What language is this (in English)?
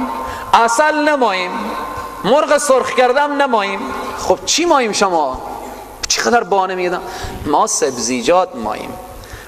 Persian